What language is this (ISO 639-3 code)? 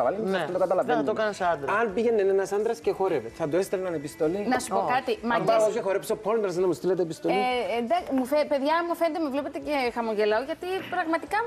ell